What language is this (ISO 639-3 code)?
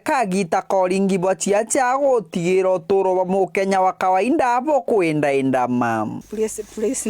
mer